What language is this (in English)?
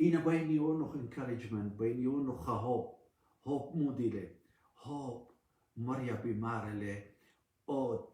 Assyrian Neo-Aramaic